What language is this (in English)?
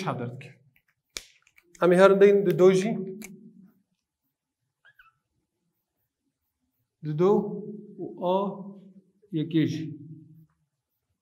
Kurdish